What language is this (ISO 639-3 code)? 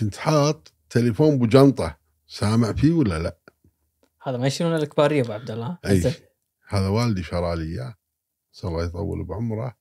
afb